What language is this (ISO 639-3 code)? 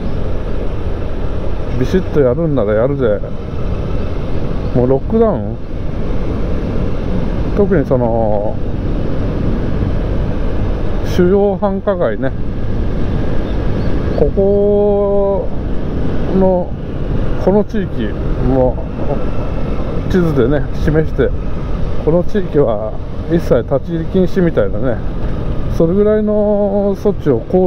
jpn